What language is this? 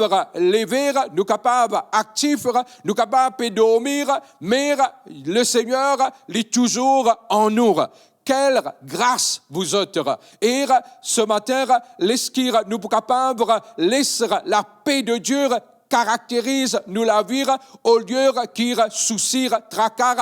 Morisyen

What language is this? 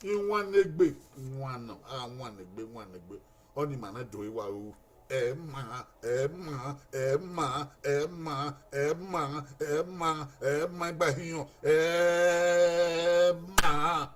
Bini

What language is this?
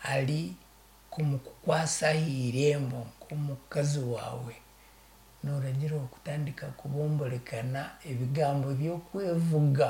Nyankole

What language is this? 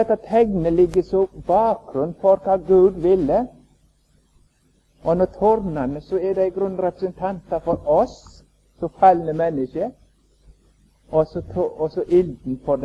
Norwegian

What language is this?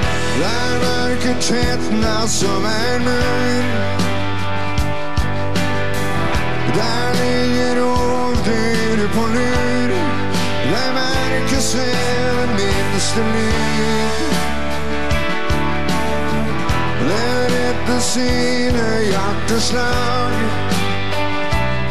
Norwegian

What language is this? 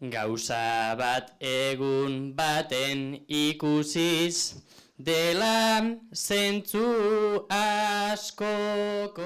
Basque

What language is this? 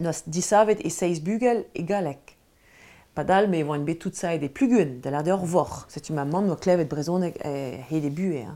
Breton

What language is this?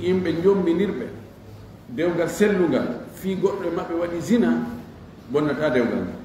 Fula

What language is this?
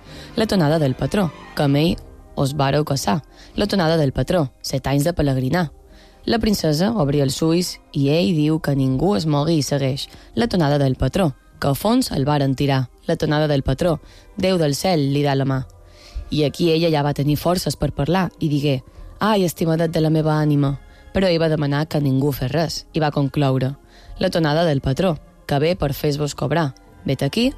Catalan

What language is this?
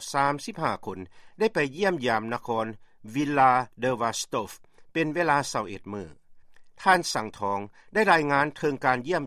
Lao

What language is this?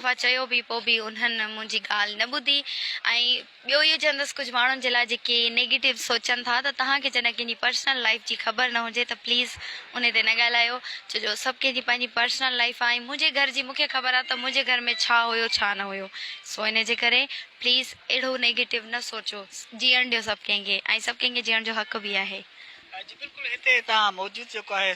Sindhi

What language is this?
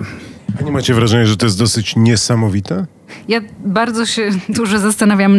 Polish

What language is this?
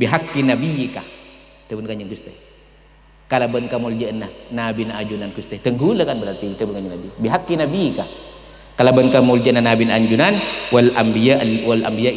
Madurese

